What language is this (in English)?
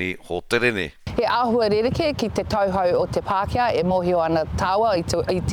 Māori